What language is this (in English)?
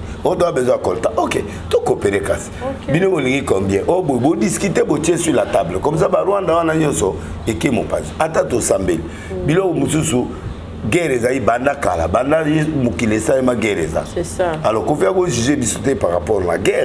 Lingala